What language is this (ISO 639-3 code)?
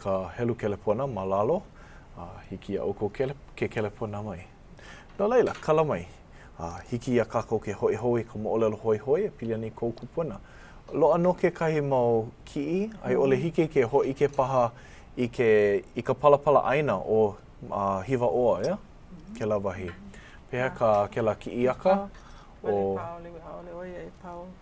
haw